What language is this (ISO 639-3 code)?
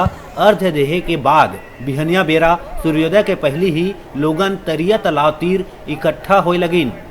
hne